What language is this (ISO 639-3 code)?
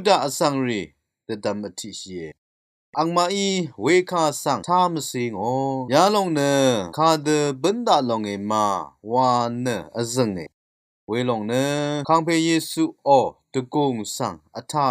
raw